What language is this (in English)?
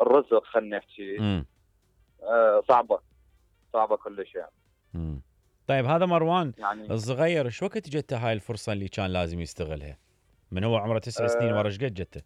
Mesopotamian Arabic